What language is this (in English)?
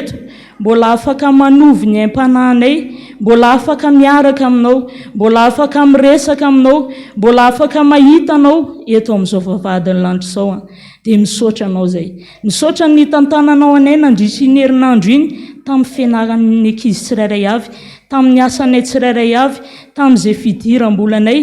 Malagasy